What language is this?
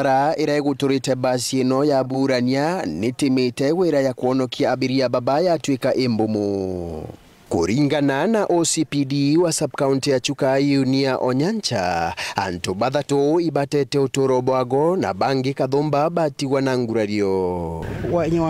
Meru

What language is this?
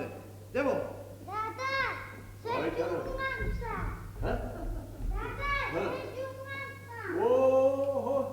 Kumyk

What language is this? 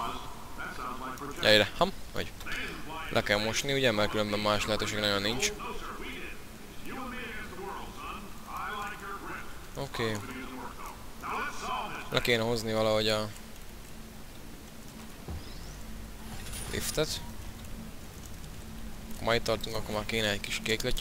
Hungarian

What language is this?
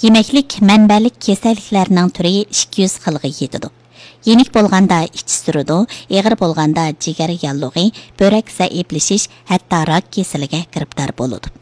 Uyghur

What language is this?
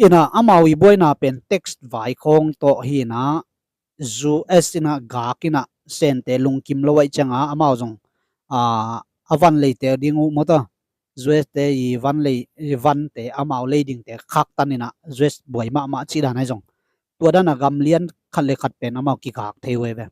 Tedim Chin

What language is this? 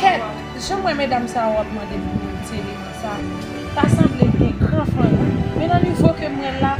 Haitian Creole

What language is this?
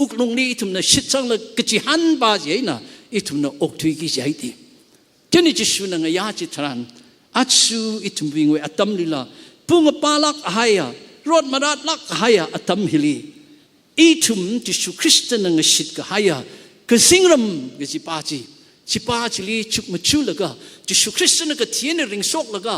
Tangkhul Naga (India)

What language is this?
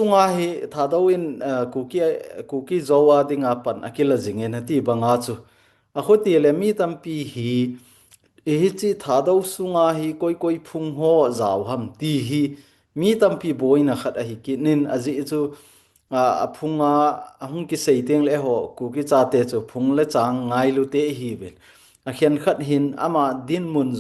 Thado Chin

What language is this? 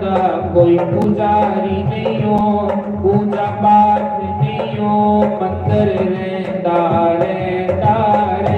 Dogri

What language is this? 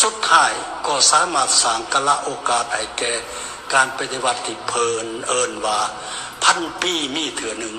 Lao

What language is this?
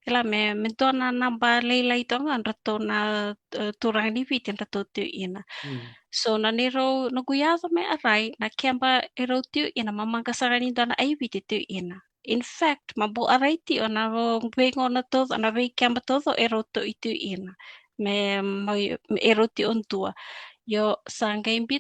Fijian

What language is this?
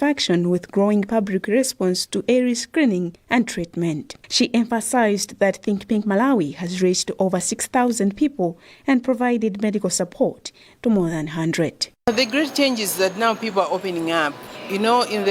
English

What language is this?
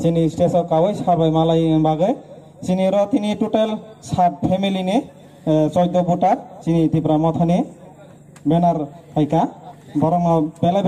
Kok Borok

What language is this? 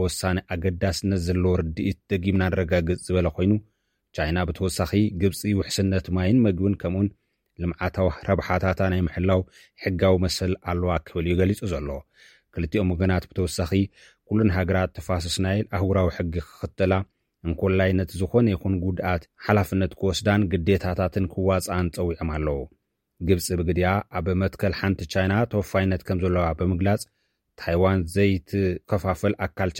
Tigrinya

